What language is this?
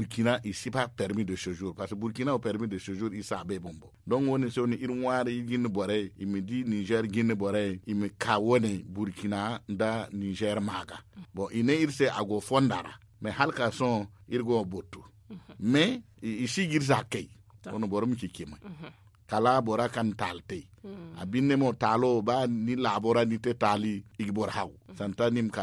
Zarma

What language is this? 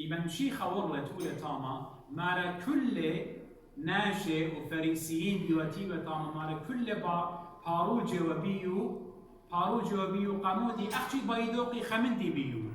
Assyrian Neo-Aramaic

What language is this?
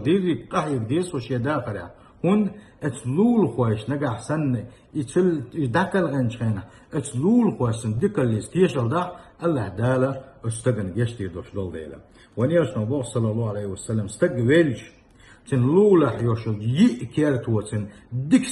Chechen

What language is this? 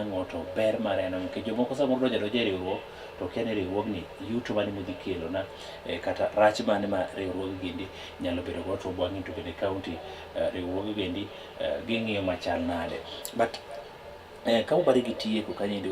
Luo (Kenya and Tanzania)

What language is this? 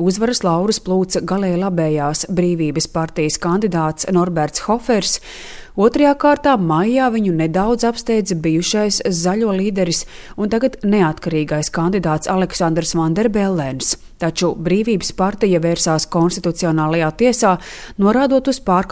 Latvian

